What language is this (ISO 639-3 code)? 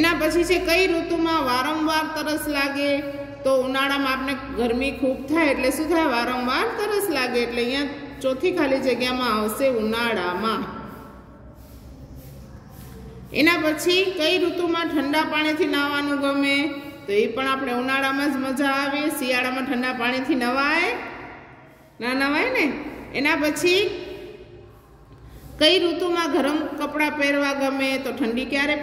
guj